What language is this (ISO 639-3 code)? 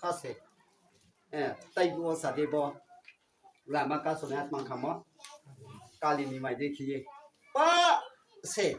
ria